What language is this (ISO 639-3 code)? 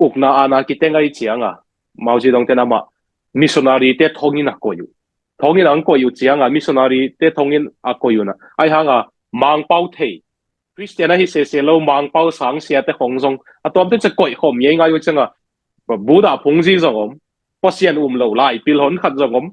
ctd